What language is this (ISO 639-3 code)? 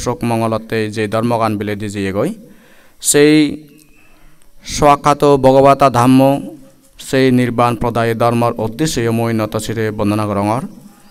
ccp